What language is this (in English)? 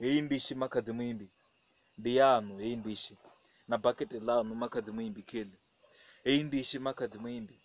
Venda